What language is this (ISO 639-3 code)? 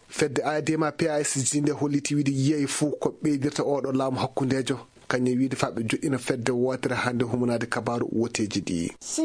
ful